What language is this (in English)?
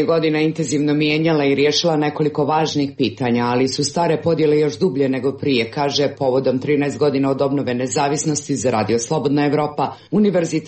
Serbian